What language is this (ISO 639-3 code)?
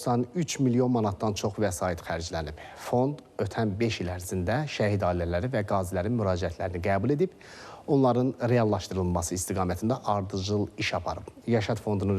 aze